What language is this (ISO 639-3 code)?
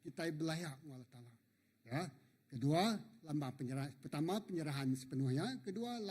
iba